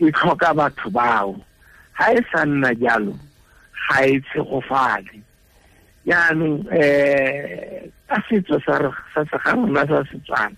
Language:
Tswana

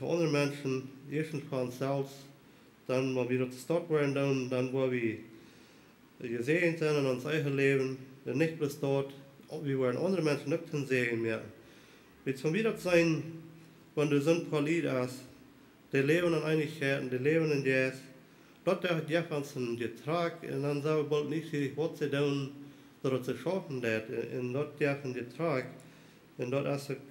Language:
Plautdietsch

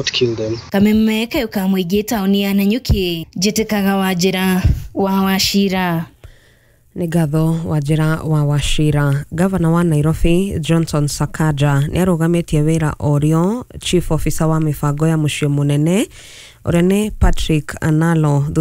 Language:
Kikuyu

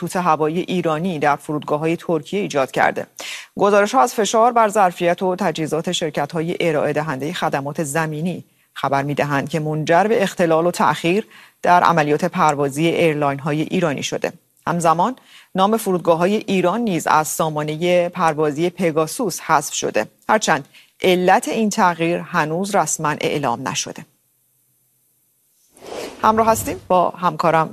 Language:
Persian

